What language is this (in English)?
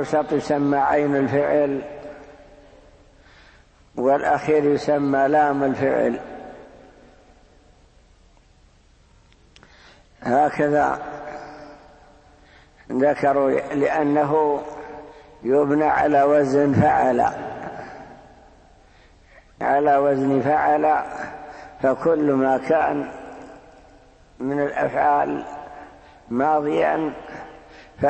Arabic